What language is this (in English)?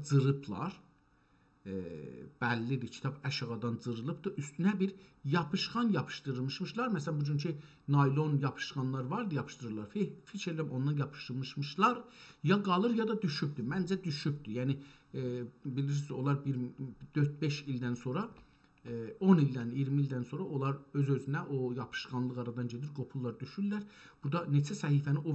South Azerbaijani